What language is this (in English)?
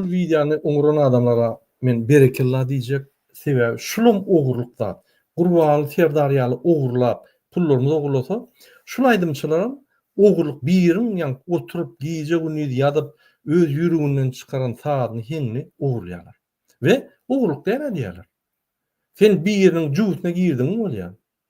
Turkmen